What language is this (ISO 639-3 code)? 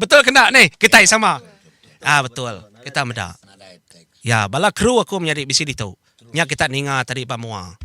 iba